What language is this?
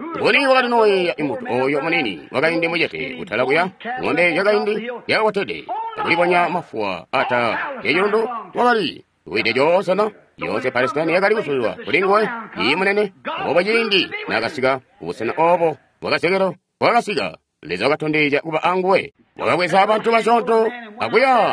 Tonga (Zambia)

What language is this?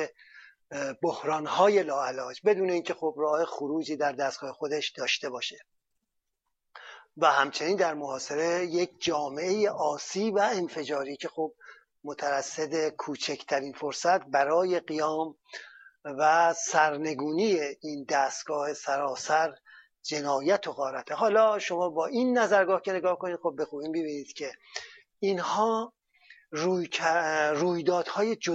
Persian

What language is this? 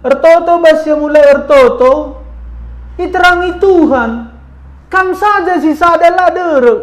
Batak Karo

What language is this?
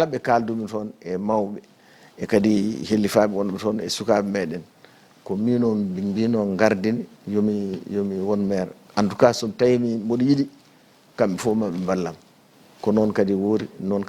Fula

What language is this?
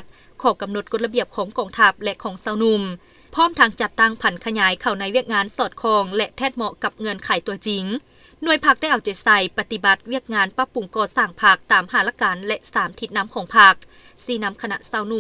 Lao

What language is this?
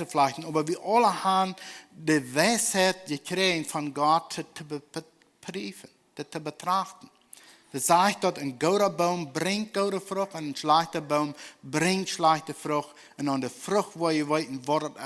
Plautdietsch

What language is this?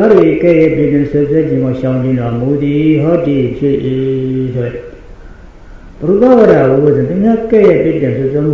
Burmese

